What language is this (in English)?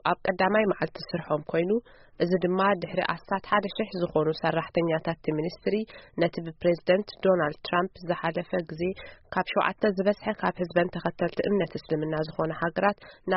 Tigrinya